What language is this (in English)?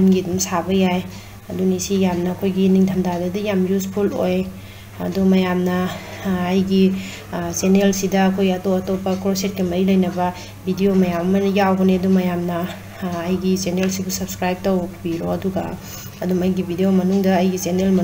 Manipuri